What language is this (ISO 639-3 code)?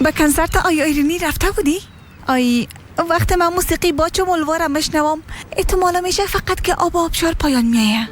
fas